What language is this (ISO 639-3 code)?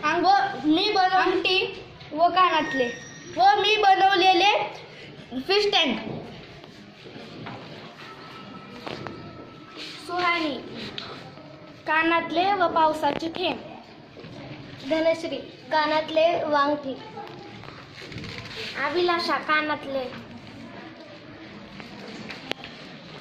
mar